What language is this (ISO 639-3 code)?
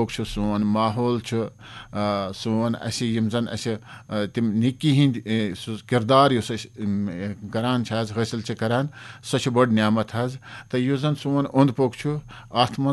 kas